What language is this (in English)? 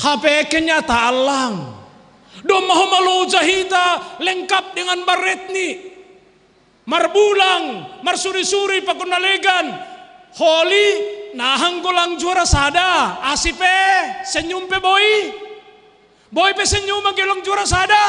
Batak Simalungun